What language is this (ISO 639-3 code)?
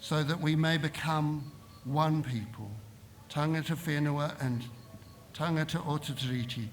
mri